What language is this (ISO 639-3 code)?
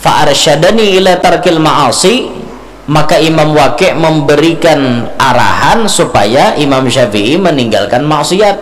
bjn